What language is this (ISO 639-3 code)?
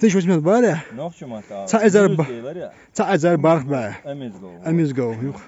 che